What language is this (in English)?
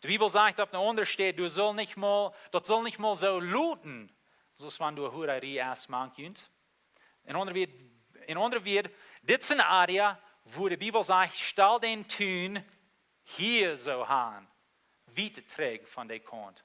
Plautdietsch